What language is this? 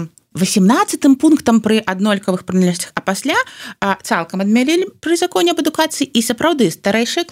Belarusian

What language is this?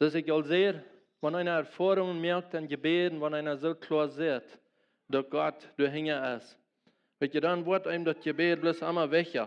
Plautdietsch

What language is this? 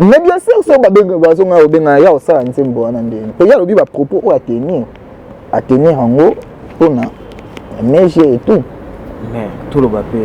Lingala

